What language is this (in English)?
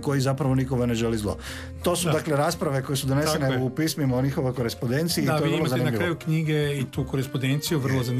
Croatian